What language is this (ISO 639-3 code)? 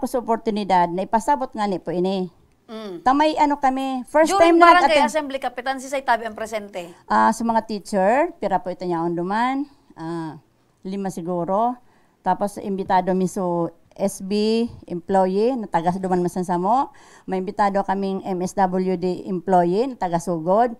bik